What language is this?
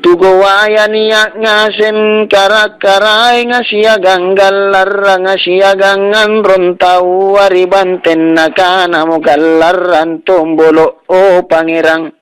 Makasar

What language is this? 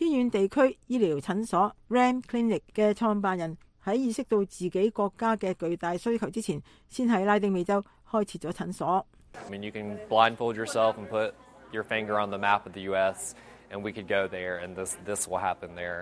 Cantonese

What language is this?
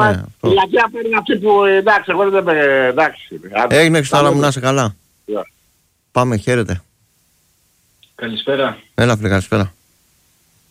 Greek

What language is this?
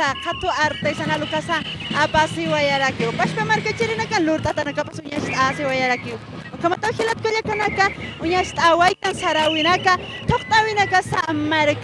Aymara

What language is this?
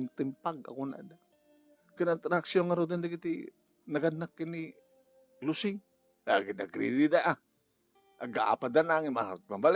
Iloko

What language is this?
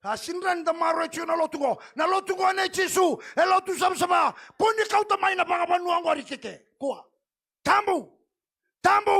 Fijian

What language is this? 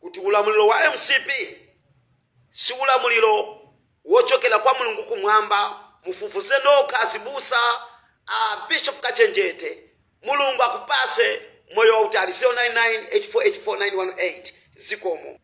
Nyanja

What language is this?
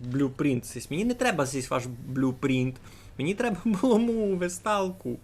Rusyn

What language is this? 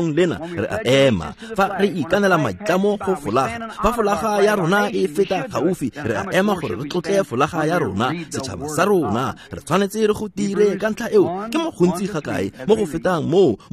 Tswana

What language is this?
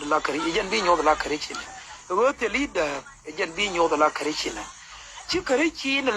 Nuer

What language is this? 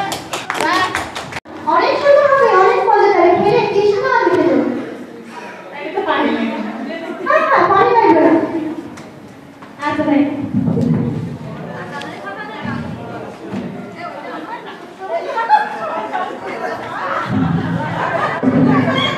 Bangla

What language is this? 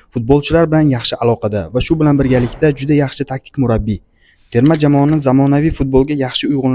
Uzbek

